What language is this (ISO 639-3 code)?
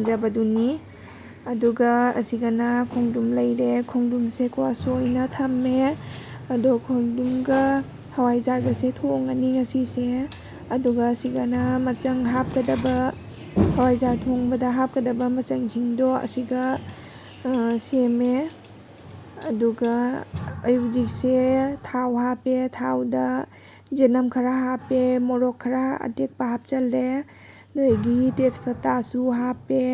mni